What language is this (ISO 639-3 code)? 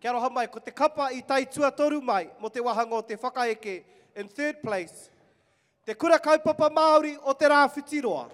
mri